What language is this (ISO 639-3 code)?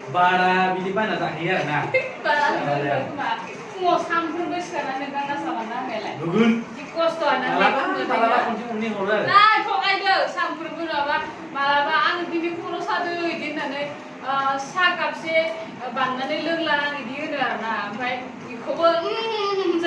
brx